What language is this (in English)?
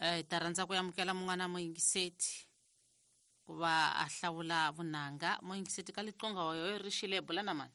Tsonga